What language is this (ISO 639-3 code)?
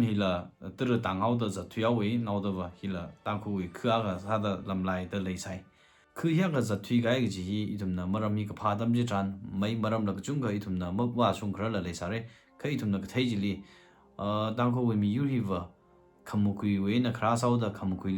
nmf